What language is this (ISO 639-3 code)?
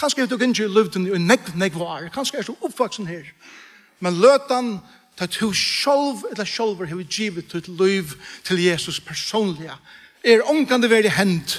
fao